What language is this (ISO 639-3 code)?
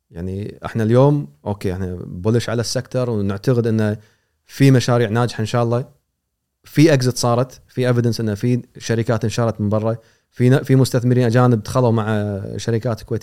afb